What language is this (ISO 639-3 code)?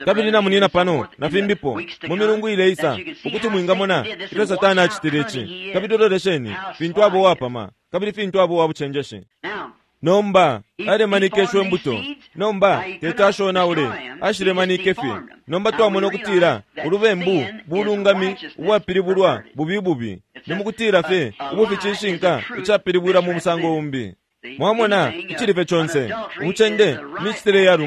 bem